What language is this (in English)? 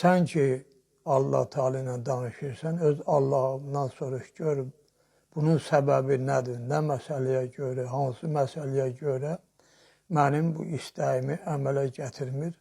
Azerbaijani